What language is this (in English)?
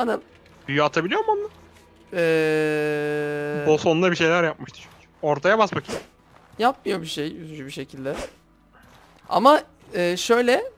Turkish